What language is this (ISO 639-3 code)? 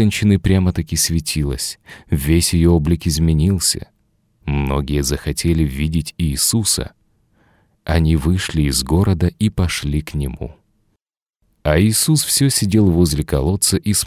rus